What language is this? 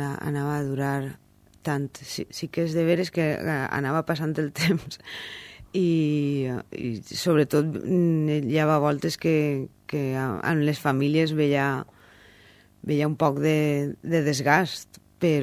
Catalan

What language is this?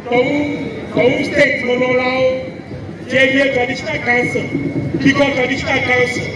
Ewe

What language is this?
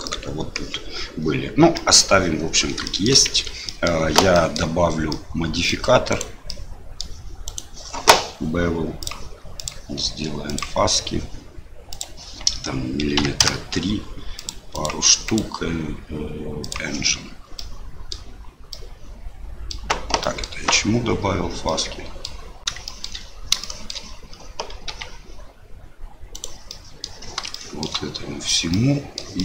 Russian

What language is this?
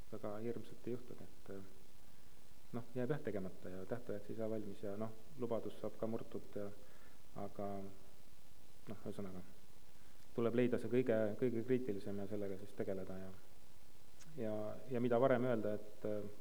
Estonian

